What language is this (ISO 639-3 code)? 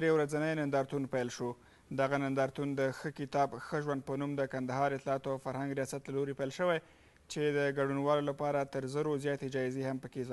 pus